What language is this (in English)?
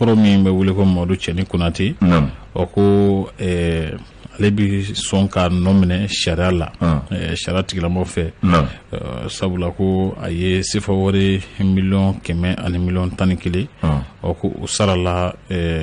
Bambara